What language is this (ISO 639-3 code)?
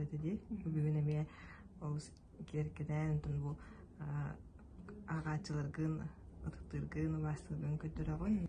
sah